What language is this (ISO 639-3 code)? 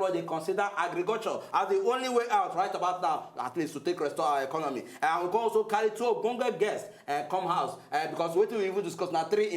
pcm